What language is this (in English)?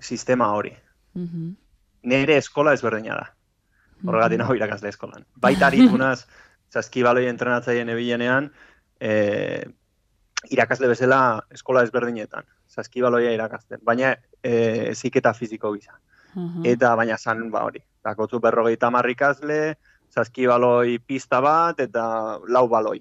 Basque